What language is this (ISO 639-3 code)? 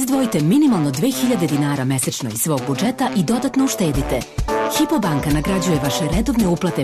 srp